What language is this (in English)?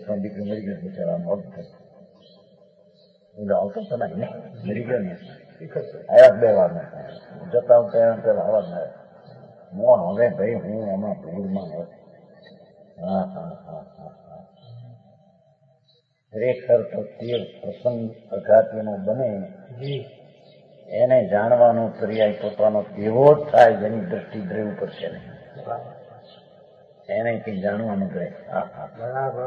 Gujarati